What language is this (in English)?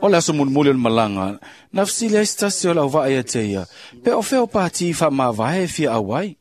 Samoan